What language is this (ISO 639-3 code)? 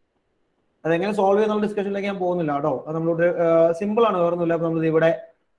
mal